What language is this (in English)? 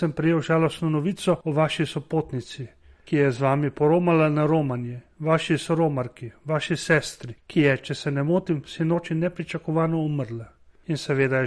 Slovenian